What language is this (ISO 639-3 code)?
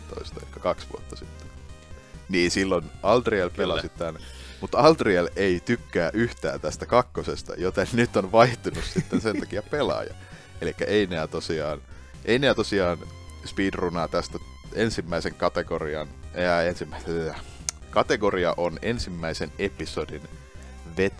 fin